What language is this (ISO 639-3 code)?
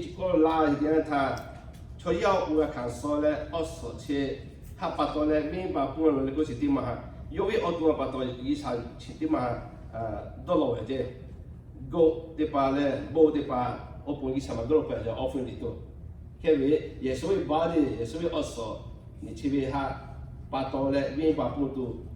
lhu